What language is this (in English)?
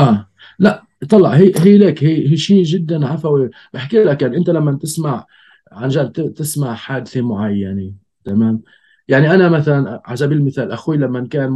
North Levantine Arabic